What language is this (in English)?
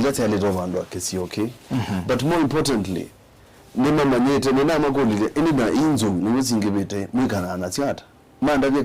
Kamba